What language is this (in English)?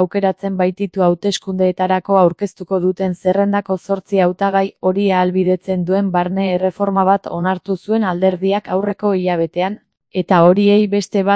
Basque